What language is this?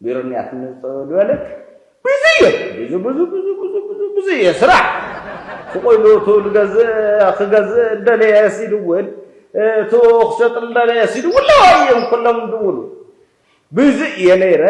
Tigrinya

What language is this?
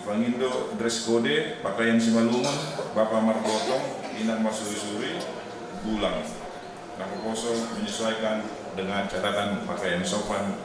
Batak Simalungun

